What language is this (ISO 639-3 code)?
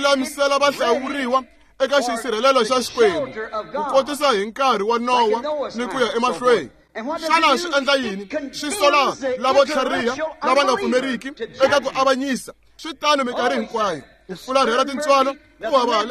tso